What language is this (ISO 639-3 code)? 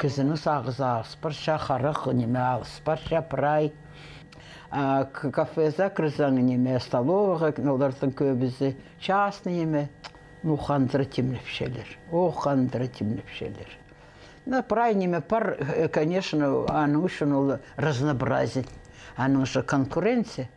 kjh